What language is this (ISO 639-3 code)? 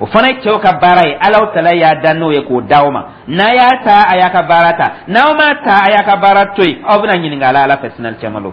dyu